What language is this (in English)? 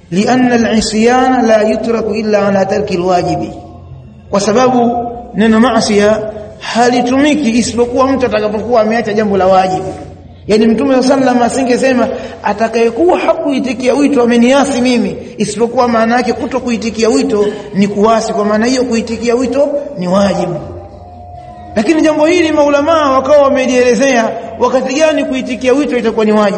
Swahili